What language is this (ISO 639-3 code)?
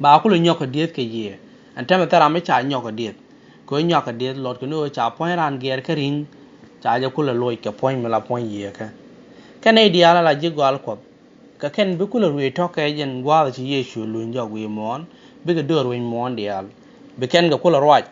nus